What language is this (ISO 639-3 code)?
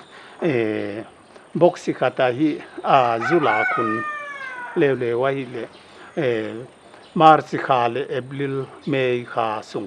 pck